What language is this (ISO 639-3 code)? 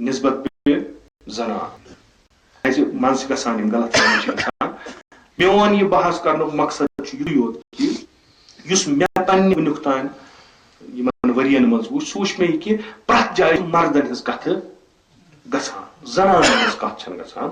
kas